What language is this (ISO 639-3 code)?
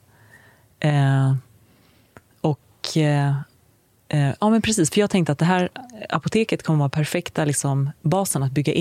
swe